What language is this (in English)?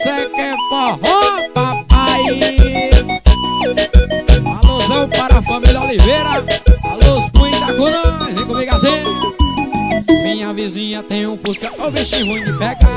Portuguese